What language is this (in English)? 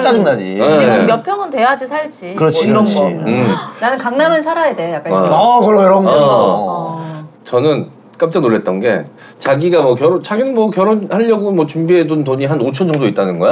Korean